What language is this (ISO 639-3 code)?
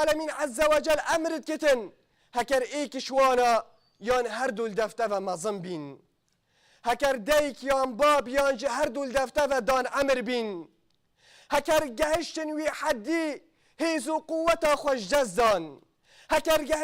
kur